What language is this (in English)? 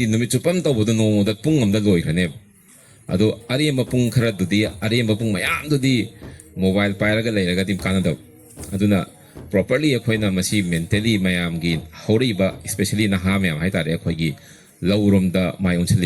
Manipuri